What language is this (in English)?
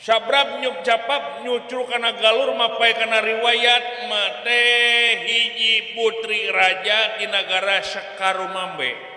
Sundanese